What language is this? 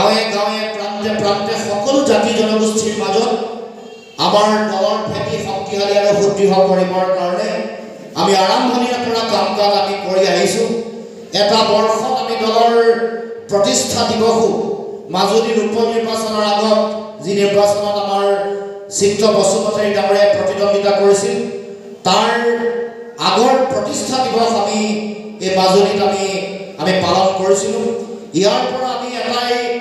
Assamese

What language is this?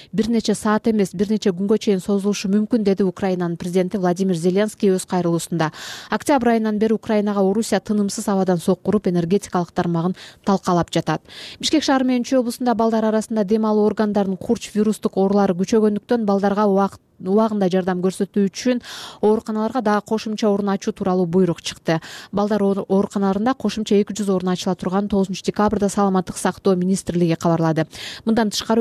Kyrgyz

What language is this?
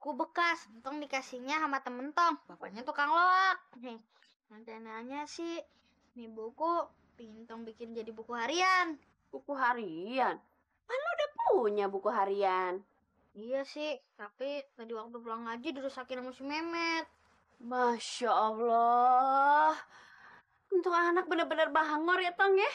Betawi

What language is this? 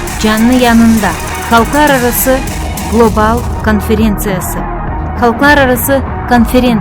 Gagauz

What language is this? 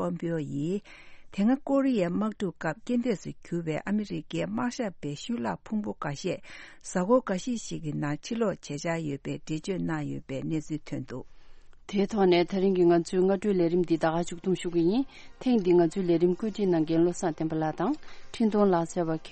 Tibetan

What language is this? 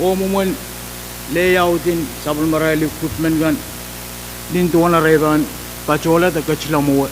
Pohnpeian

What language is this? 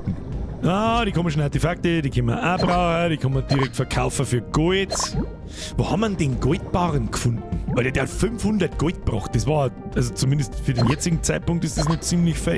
Bavarian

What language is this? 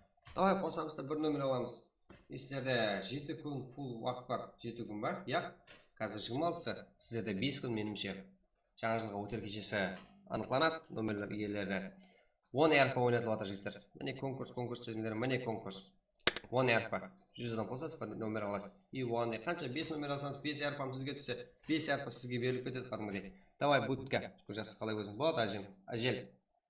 Kara-Kalpak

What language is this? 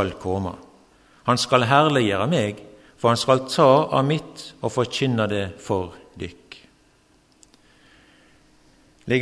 Norwegian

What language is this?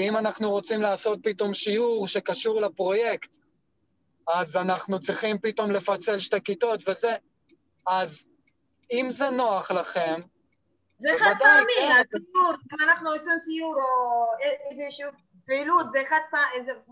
Hebrew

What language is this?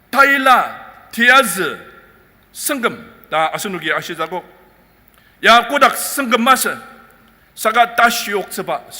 Ao Naga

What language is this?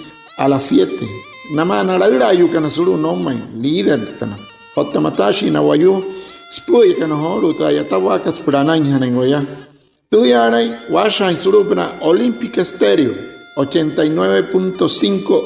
Wayuu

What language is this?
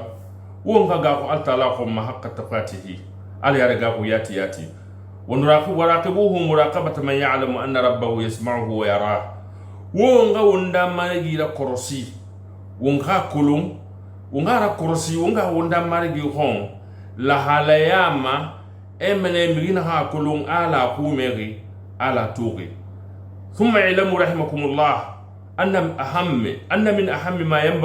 Susu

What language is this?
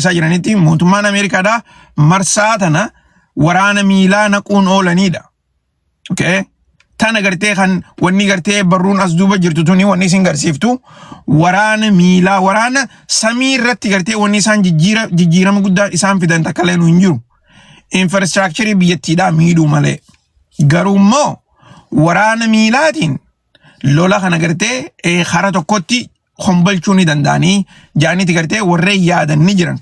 Oromo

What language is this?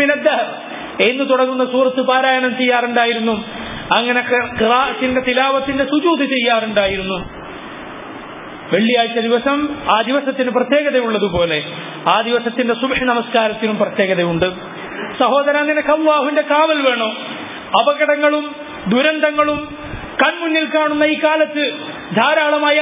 Malayalam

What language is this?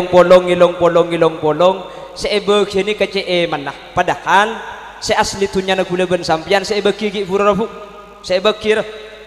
Madurese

